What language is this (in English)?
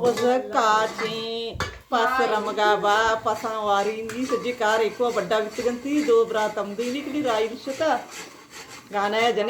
Baluchi